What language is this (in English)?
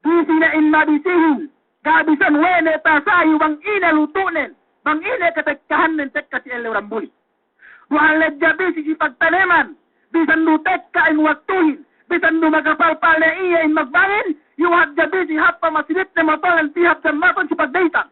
Yakan